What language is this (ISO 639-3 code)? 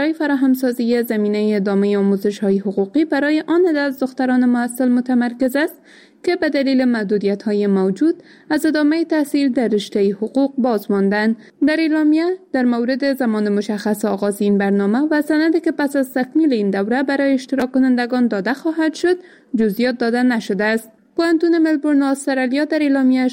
fas